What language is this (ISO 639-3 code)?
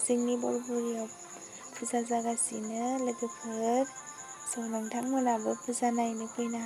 brx